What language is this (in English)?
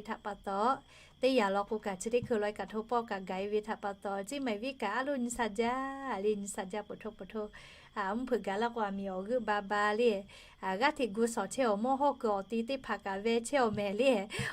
Lahu